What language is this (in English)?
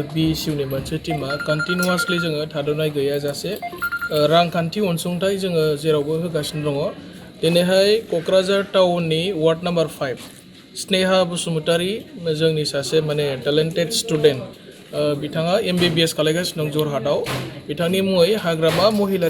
Bodo